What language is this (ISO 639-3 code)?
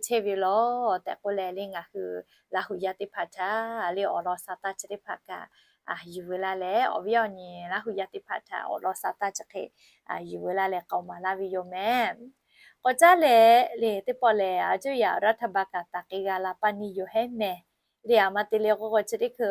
lhu